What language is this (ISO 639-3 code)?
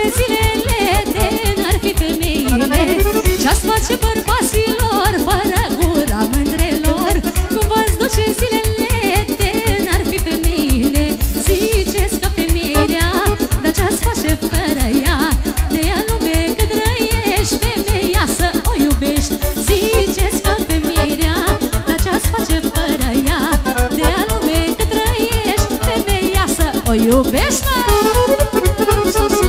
ron